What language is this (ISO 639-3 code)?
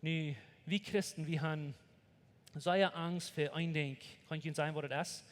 pdt